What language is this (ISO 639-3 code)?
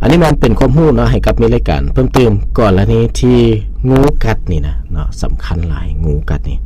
lao